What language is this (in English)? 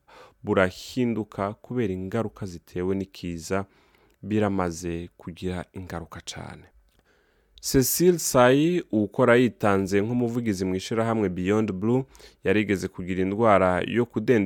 Rundi